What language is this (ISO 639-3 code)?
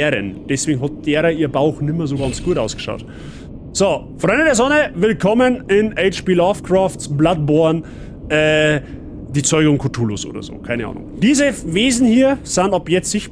bar